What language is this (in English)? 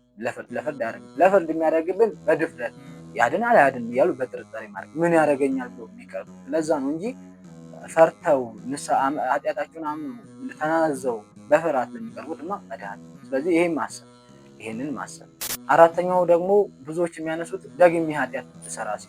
Amharic